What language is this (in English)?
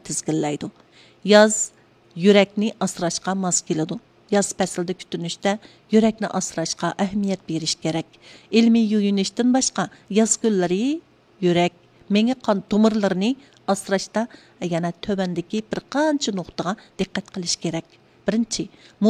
Uyghur